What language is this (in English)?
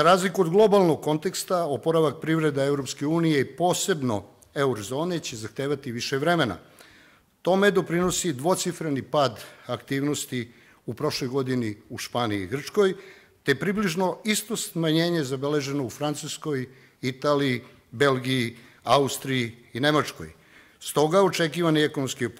Serbian